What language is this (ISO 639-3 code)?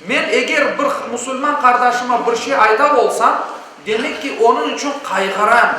crh